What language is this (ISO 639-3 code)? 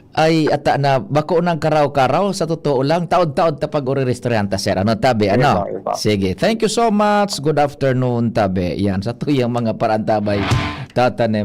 bik